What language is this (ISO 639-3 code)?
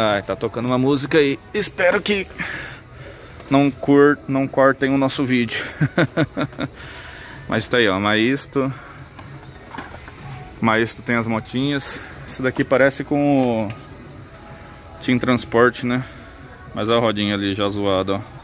por